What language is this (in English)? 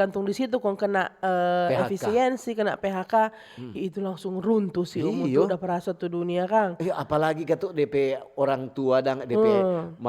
Manado Malay